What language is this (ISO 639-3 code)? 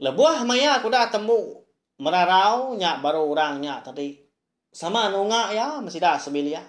iba